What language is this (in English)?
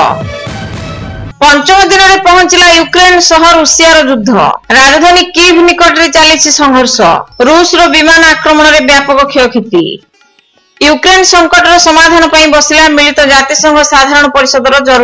Odia